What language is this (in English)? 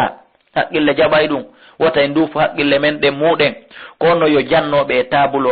Fula